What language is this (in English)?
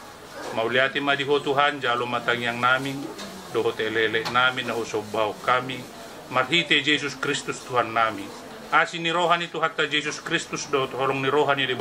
Batak Toba